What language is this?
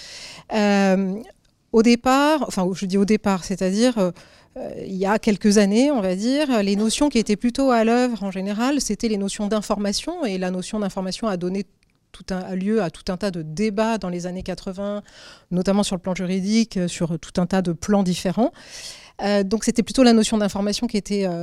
French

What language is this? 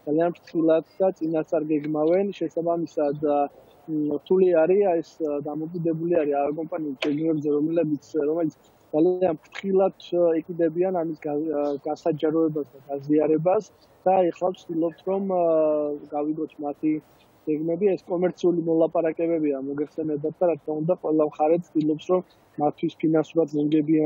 Georgian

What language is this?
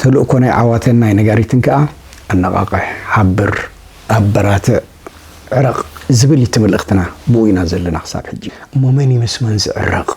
Tigrinya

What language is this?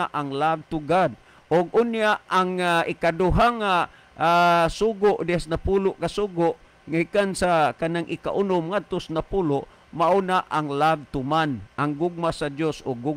Cebuano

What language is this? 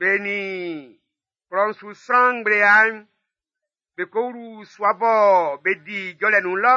Baoulé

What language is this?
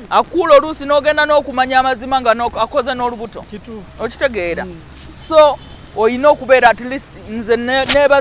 Ganda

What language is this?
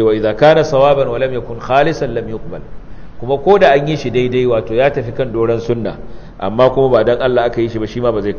Hausa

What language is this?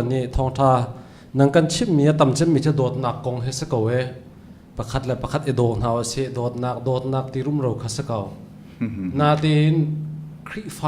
Hakha Chin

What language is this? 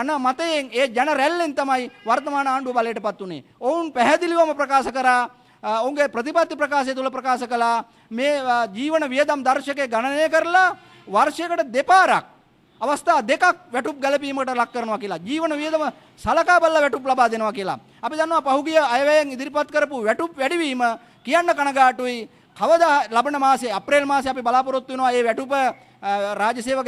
Sinhala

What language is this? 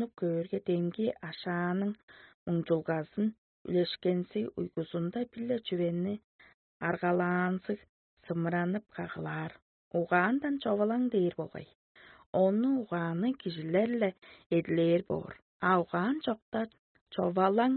Tuvinian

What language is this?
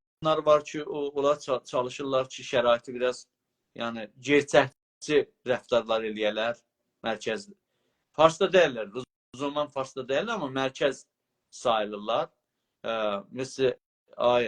South Azerbaijani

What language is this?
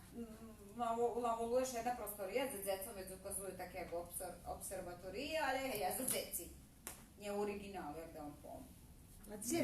Rusyn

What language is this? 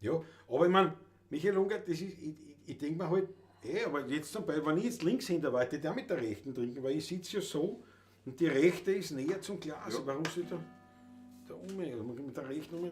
Bavarian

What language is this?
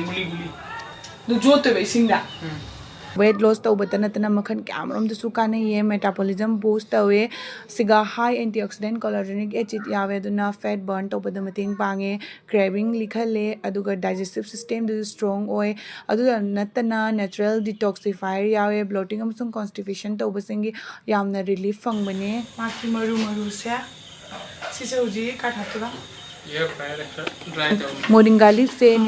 Manipuri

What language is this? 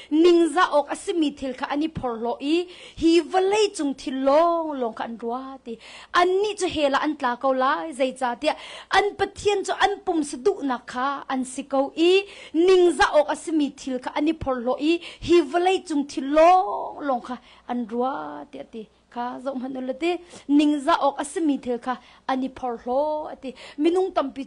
Hakha Chin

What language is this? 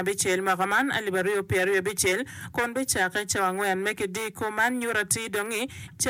Acoli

